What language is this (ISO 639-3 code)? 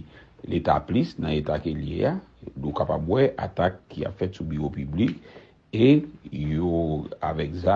hat